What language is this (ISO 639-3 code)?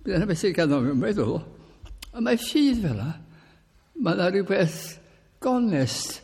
cym